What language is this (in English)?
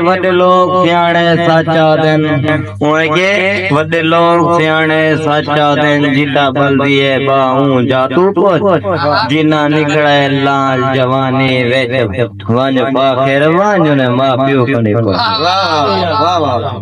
Saraiki